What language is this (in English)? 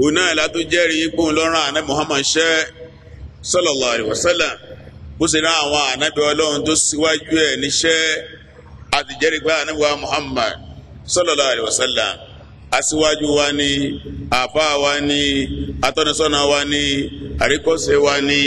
Yoruba